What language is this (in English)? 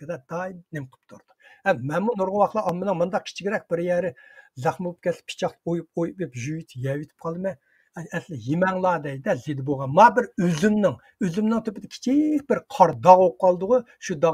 Uyghur